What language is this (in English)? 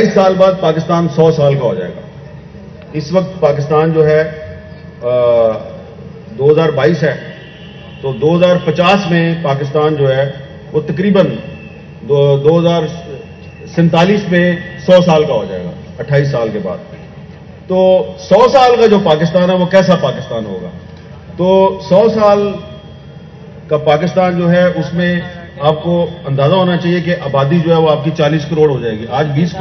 Urdu